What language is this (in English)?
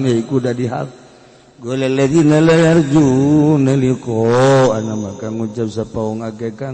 Sundanese